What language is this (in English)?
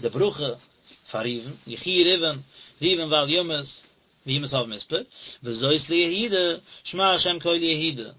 Yiddish